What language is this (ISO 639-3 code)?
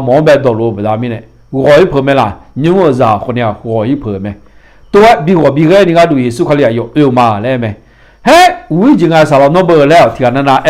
ahk